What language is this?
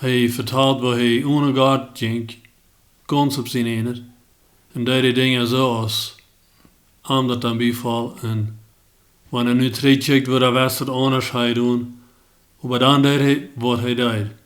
Plautdietsch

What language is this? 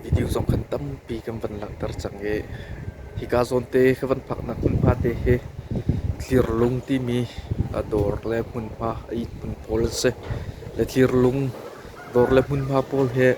Hakha Chin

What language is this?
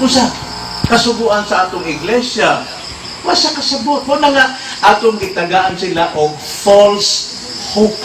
Cebuano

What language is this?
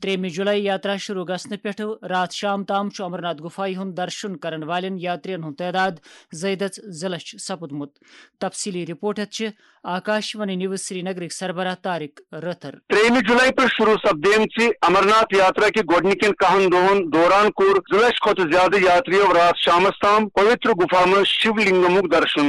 Kashmiri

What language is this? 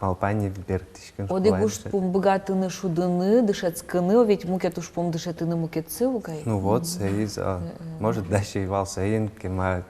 Udmurt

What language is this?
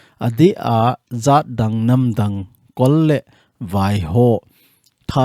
Thado Chin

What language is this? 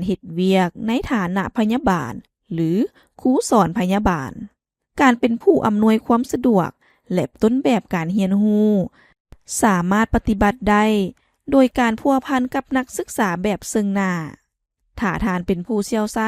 Lao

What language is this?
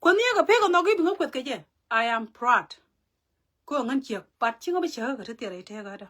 Nuer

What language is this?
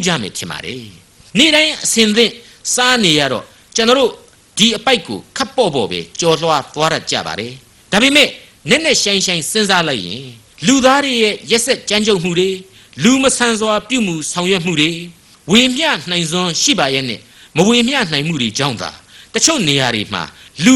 Burmese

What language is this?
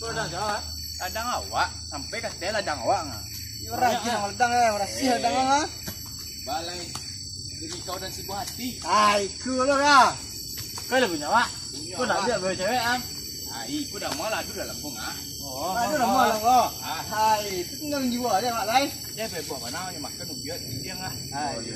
Minangkabau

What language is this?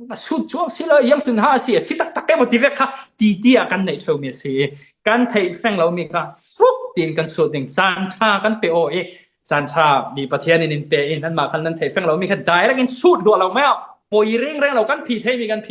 Falam Chin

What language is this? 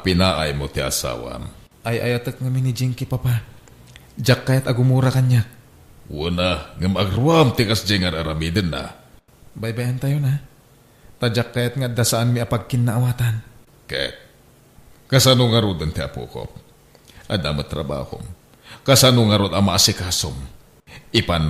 Iloko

